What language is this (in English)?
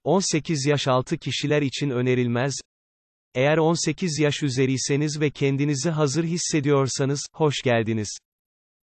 Turkish